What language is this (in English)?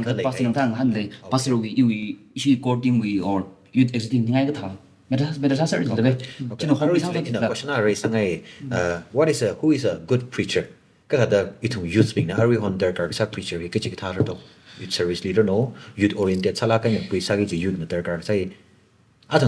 Tangkhul Naga (India)